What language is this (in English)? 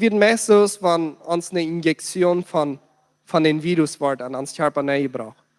Plautdietsch